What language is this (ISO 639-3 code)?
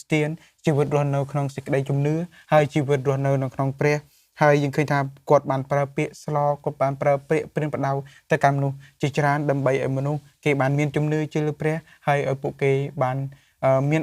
khm